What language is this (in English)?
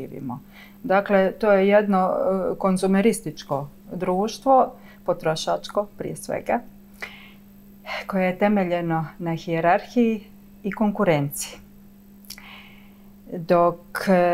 Croatian